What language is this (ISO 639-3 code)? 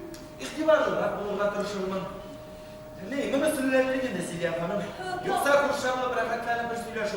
tat